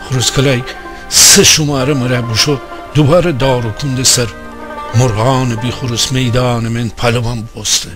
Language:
Gilaki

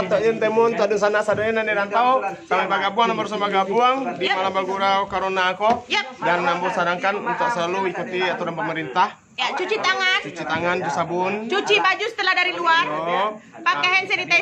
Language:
Minangkabau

